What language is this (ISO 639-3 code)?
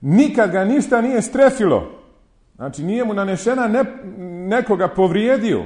bos